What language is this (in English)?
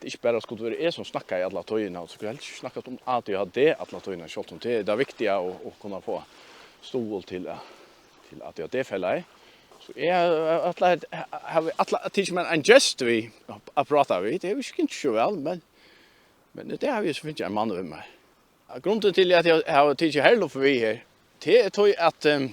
Faroese